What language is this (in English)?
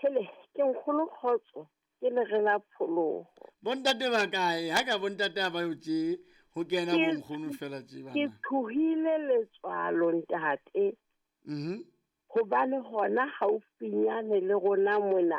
Southern Sotho